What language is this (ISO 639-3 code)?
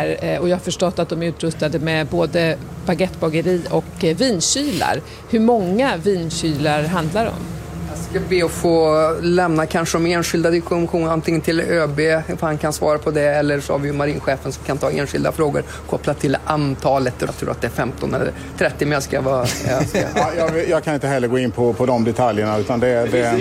swe